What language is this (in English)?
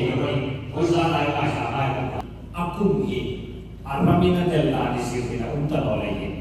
Hmar